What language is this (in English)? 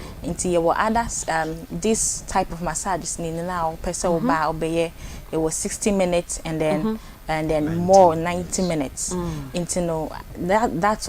Akan